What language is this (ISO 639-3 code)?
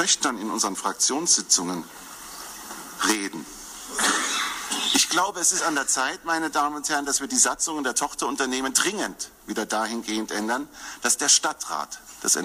deu